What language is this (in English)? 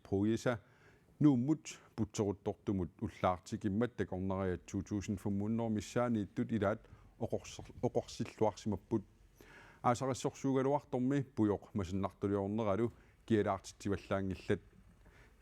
Kalaallisut